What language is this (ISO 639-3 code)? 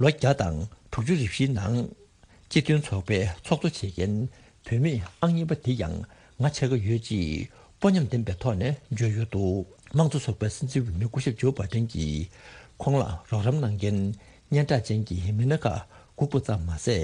bod